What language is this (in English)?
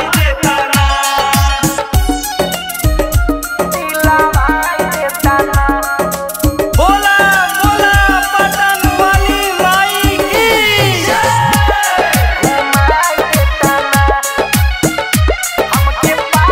Bhojpuri